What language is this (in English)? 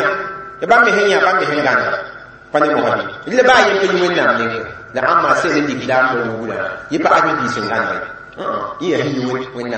Mossi